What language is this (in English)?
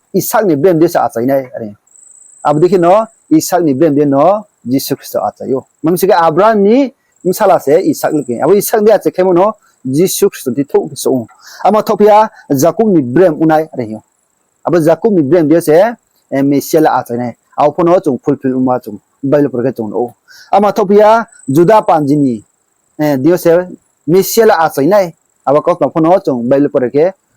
Riang (India)